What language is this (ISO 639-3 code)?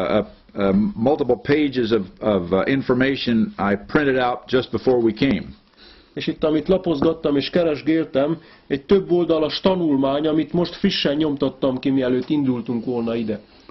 hun